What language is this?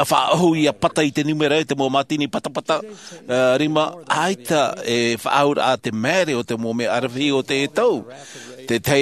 Tahitian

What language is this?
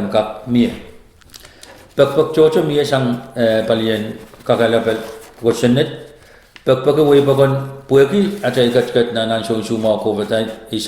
Pohnpeian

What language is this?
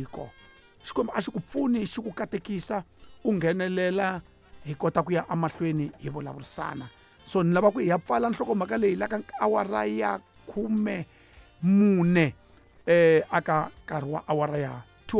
Tsonga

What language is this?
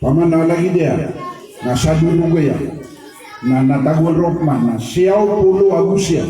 Maranao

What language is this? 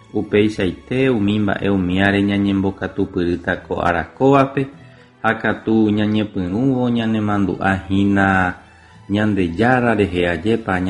Guarani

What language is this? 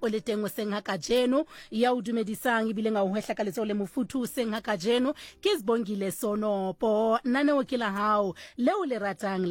Southern Sotho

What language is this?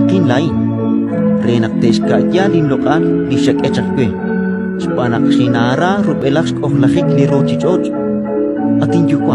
Kekchí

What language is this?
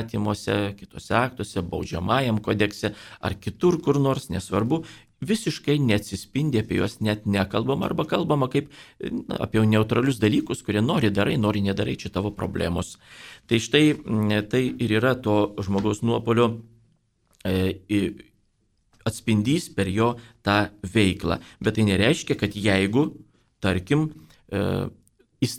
Lithuanian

